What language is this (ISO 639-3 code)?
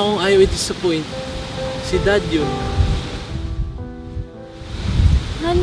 fil